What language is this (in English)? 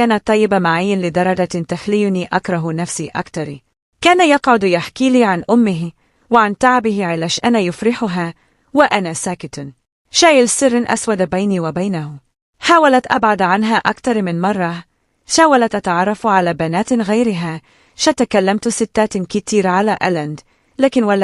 Egyptian Arabic